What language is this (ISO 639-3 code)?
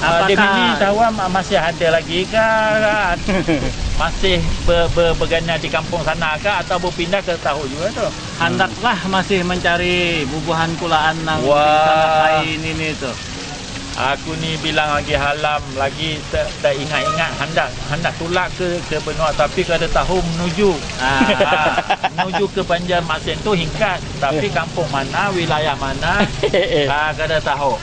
bjn